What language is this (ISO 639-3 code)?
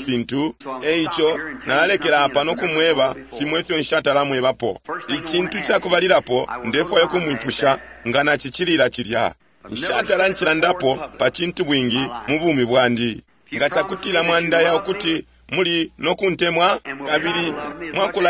bem